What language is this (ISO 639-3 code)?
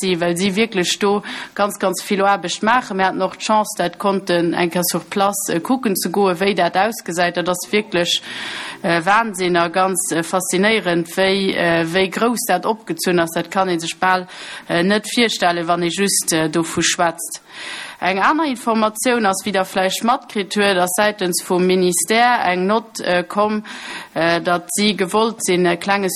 ltz